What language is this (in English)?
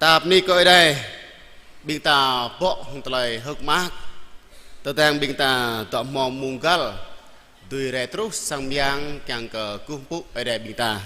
Jarai